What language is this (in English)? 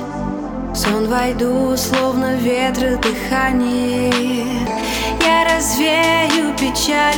Russian